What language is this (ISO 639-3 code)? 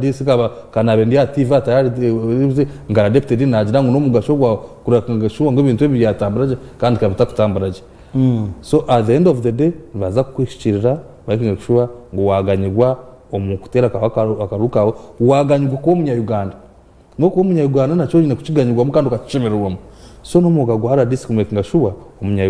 nyn